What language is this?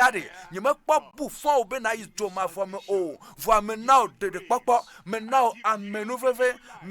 Ewe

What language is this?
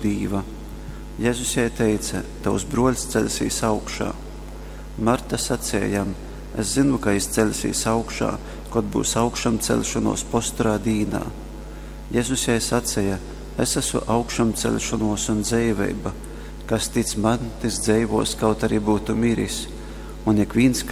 Latgalian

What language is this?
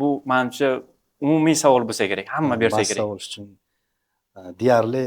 Uzbek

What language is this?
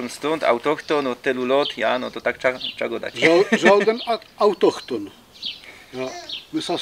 Silesian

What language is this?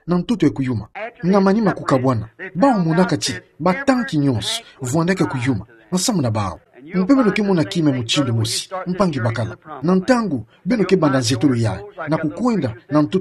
Kituba (Democratic Republic of Congo)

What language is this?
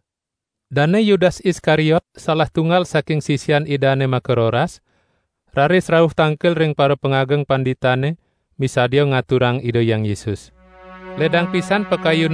Balinese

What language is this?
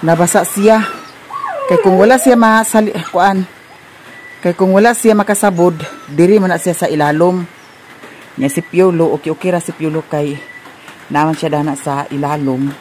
Cebuano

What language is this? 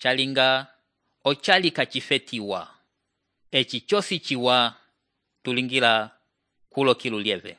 Umbundu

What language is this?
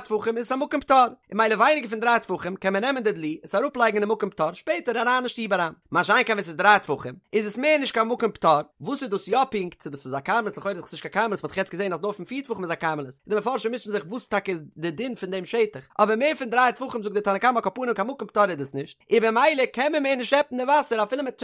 Yiddish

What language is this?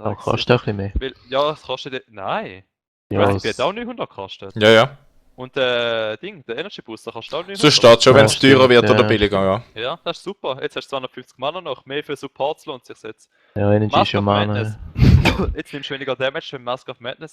Swiss German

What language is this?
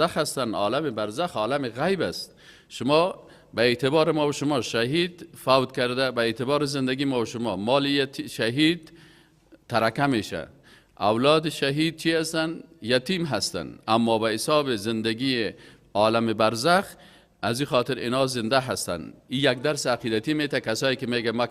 Persian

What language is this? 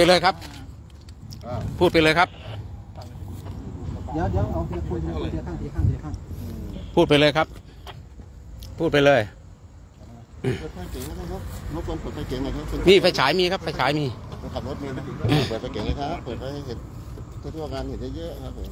Thai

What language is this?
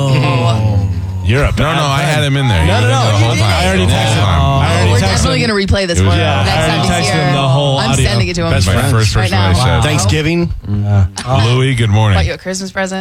English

